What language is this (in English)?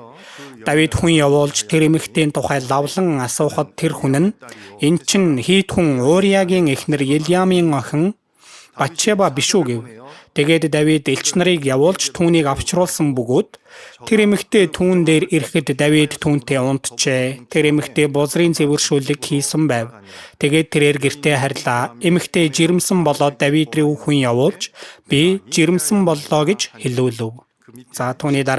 Mongolian